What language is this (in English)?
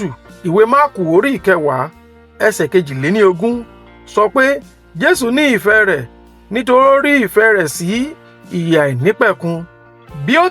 Yoruba